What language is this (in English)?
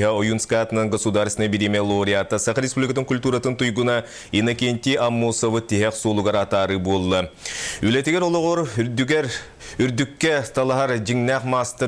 Yakut